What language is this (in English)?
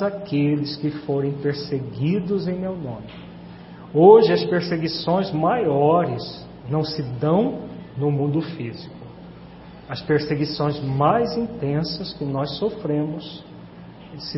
Portuguese